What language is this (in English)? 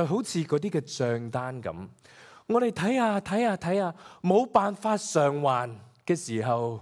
Cantonese